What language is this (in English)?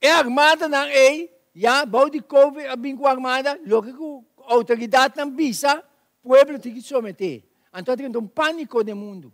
Papiamento